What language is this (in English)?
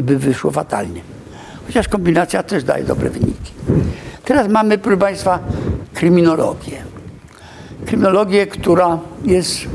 Polish